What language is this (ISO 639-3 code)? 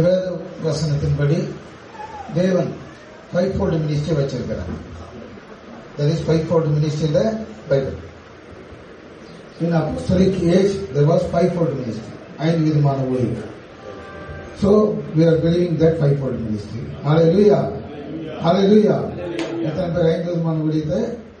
tam